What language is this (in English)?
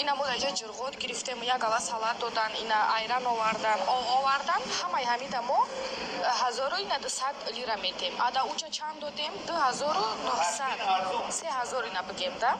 Tajik